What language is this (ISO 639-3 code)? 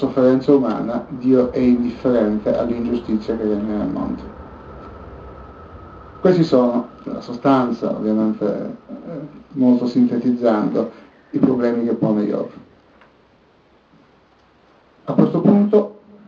ita